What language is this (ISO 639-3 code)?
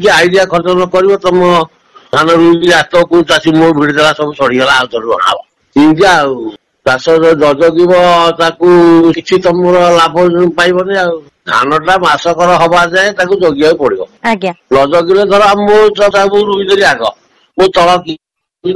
ori